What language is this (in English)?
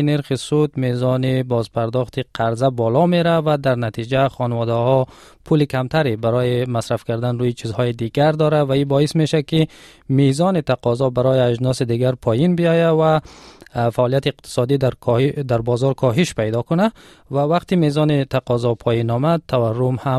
Tajik